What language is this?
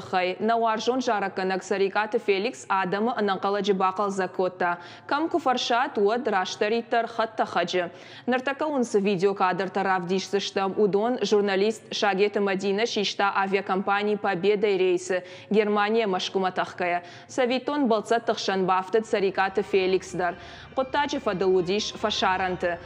Ossetic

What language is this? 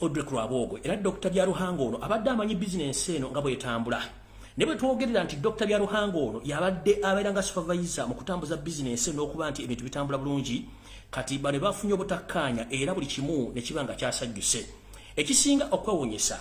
Ganda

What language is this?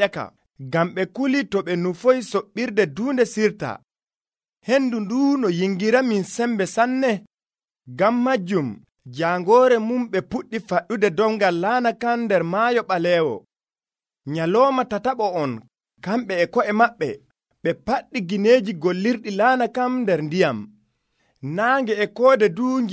Nigerian Fulfulde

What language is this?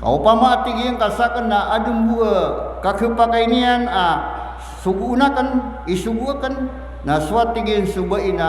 Maranao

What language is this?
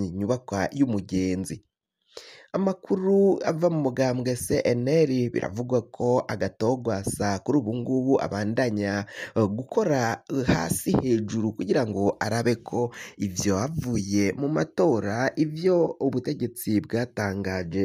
Rundi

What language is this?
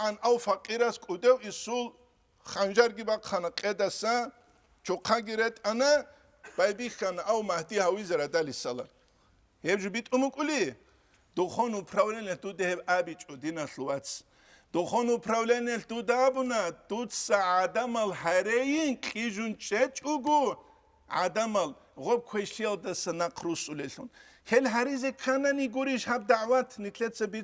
Avaric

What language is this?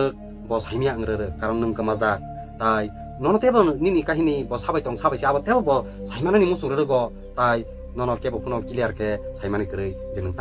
Kok Borok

